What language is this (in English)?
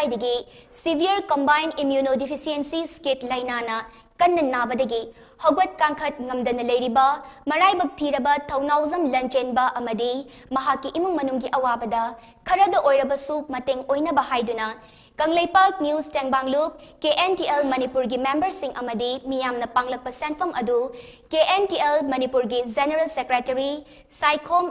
Manipuri